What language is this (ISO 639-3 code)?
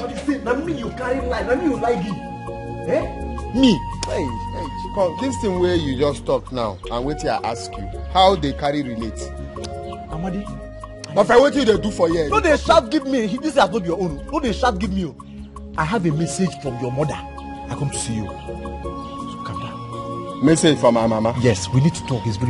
pcm